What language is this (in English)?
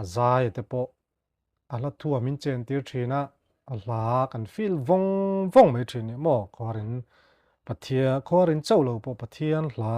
Mizo